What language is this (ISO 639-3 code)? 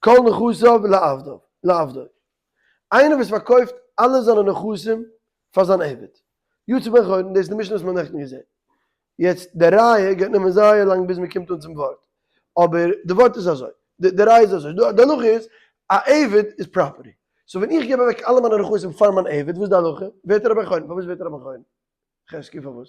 yid